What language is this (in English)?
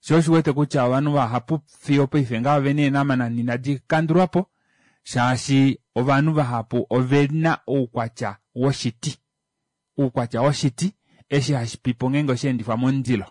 Kuanyama